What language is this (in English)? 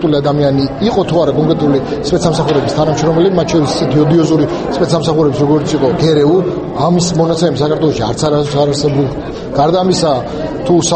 Georgian